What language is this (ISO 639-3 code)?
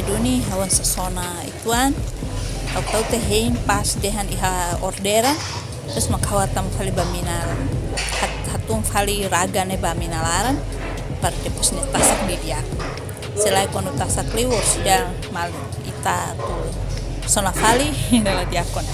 tet